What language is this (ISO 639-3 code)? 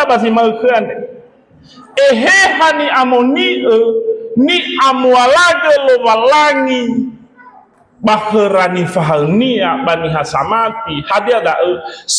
nia